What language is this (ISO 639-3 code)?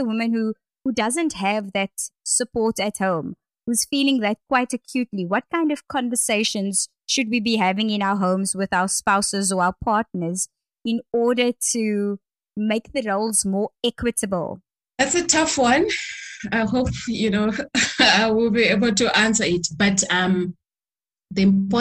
eng